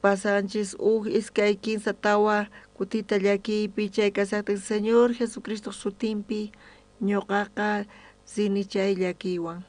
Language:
South Bolivian Quechua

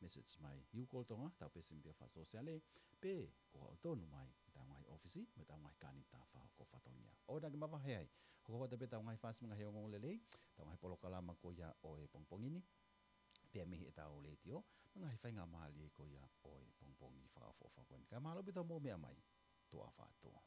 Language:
Tongan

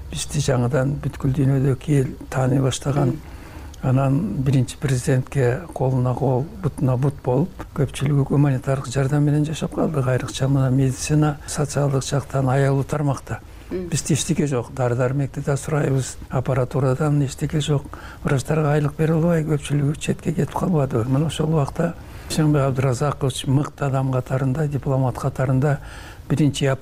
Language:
Kyrgyz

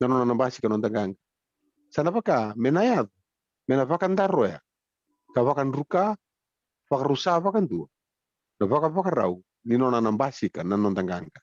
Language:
Fijian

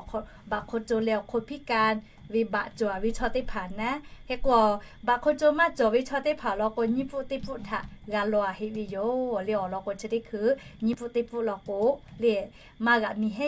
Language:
Lahu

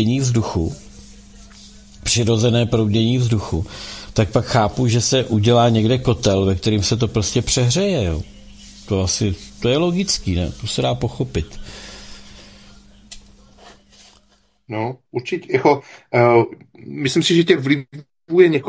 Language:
Czech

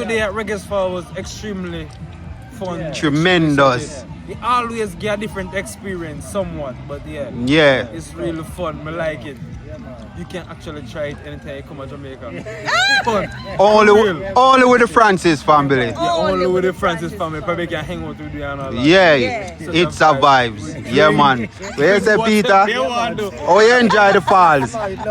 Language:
Jamaican Creole English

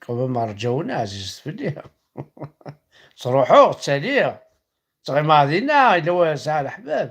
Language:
Kabyle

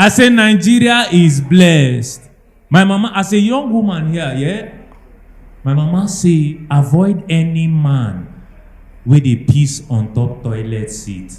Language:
Nigerian Pidgin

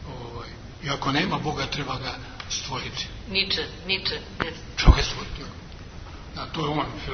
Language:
Serbian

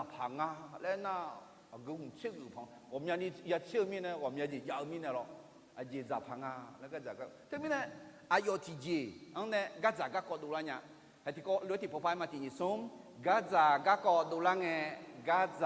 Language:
Akha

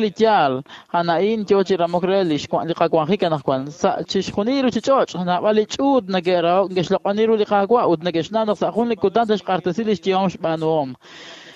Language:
Kekchí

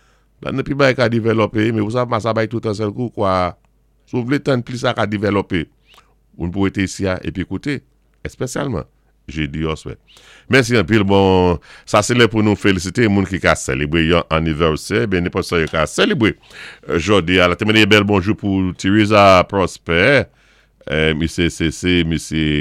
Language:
Saint Lucian Creole French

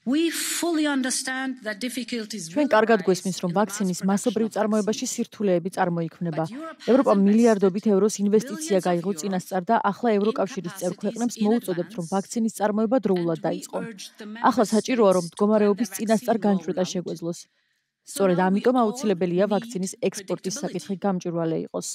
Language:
Georgian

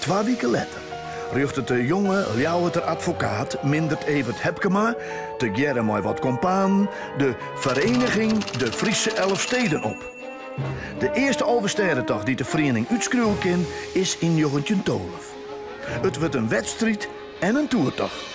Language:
Western Frisian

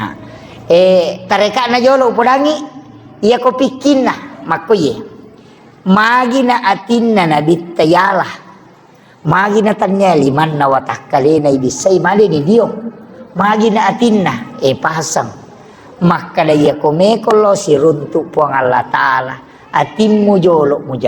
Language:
Buginese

